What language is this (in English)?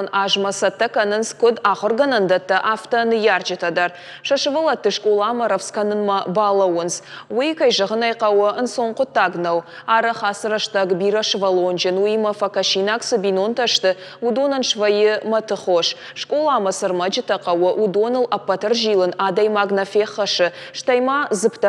Ossetic